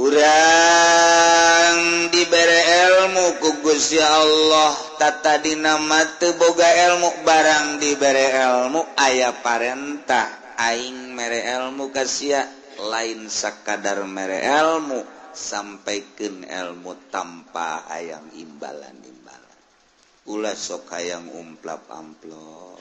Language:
Sundanese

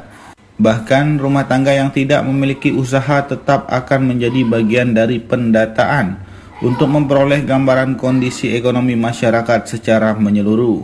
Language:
Indonesian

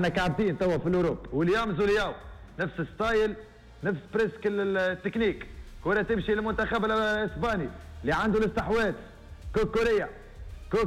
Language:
Tunisian Arabic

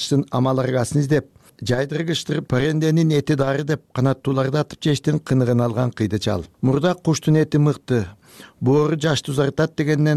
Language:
Kyrgyz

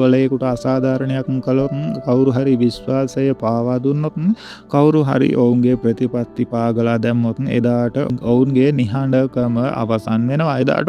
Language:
Sinhala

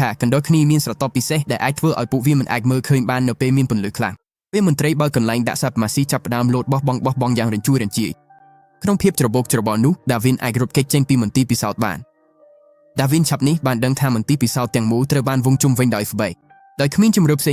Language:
Khmer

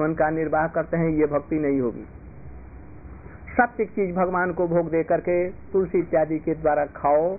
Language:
Hindi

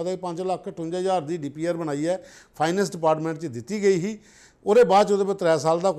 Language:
Dogri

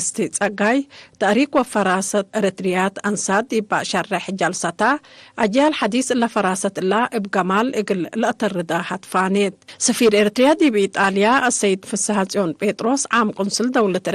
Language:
Tigre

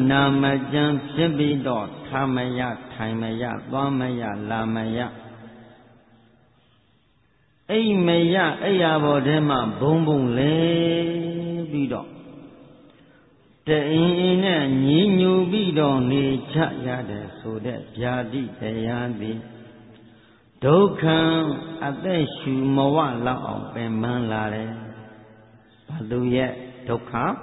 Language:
Burmese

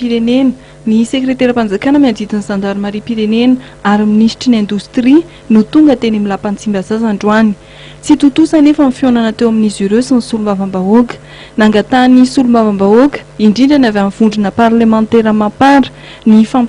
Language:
Malagasy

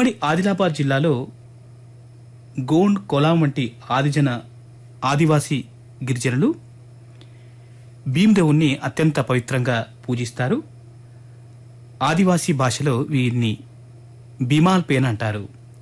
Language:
Telugu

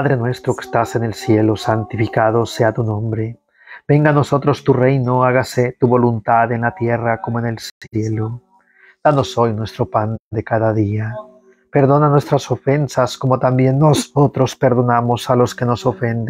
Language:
Spanish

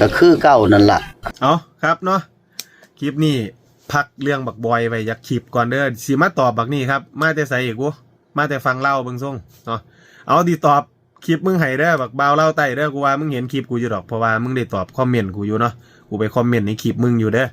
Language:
Northeastern Thai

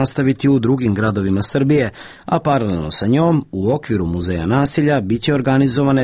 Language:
Serbian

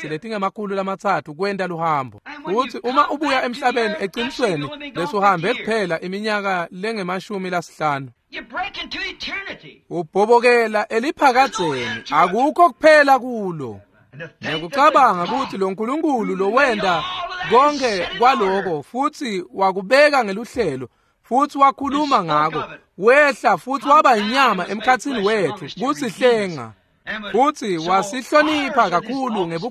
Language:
Swati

